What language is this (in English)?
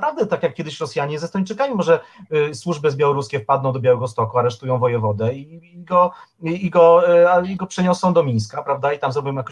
Polish